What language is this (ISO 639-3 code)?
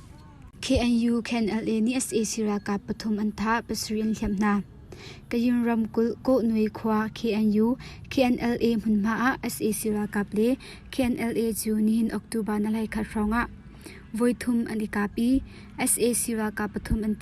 cnh